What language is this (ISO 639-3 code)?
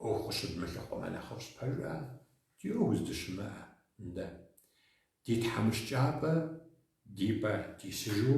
kbd